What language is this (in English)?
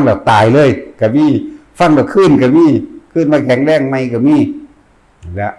Northeastern Thai